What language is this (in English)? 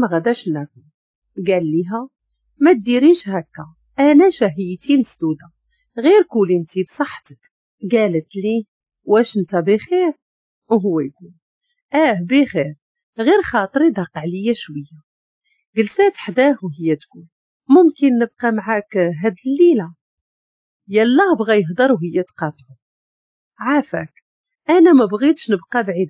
Moroccan Arabic